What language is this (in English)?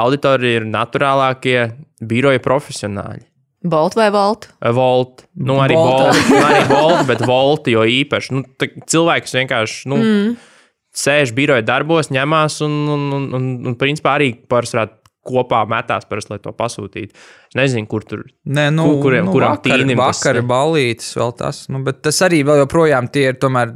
Latvian